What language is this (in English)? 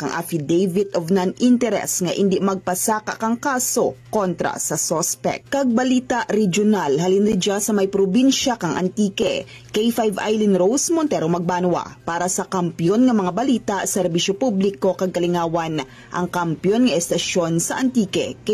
Hiligaynon